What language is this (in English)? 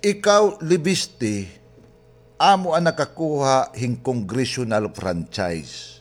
Waray